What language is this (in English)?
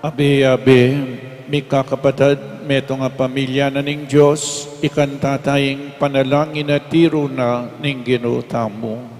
Pampanga